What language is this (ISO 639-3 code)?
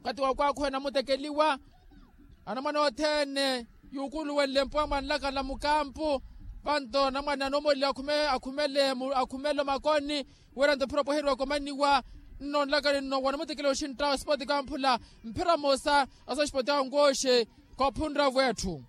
vmw